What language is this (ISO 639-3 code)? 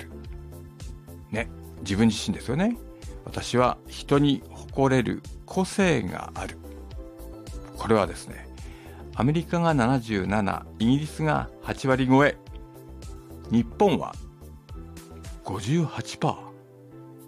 jpn